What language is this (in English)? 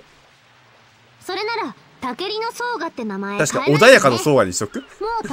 Japanese